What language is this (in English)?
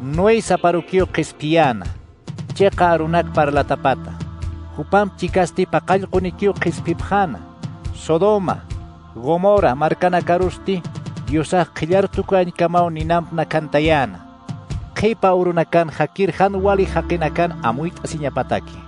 Aymara